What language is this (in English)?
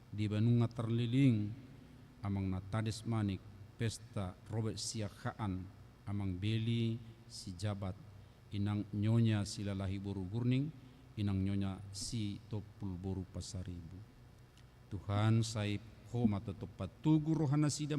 Batak Toba